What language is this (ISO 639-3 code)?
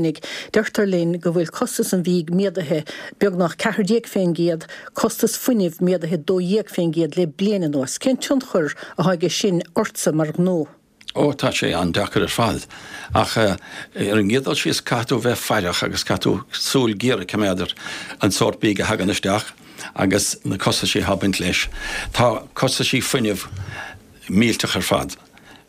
gle